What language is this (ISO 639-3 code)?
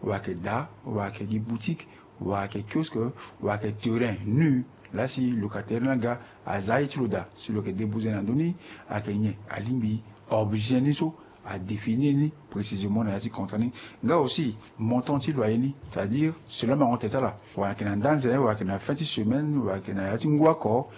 sag